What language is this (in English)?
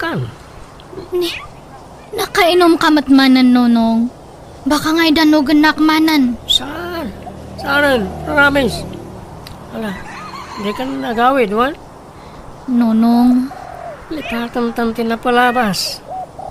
Iloko